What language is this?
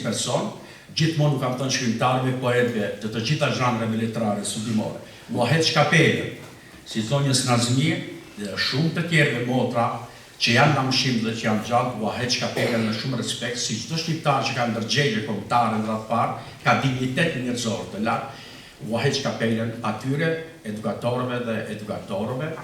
Albanian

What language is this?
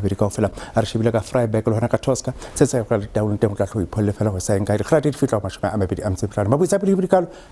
Southern Sotho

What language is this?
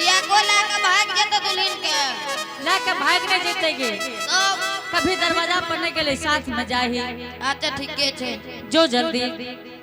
Angika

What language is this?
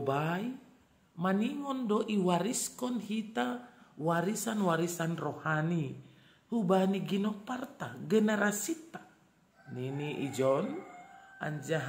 Batak Simalungun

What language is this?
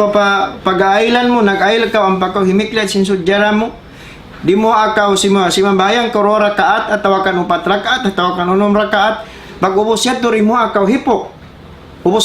Tausug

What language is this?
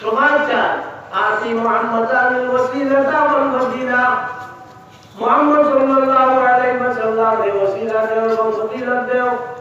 Sylheti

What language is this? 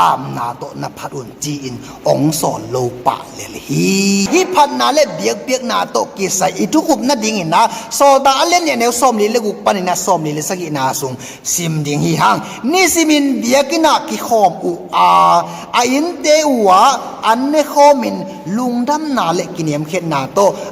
Tedim Chin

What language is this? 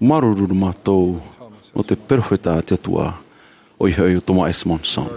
Tahitian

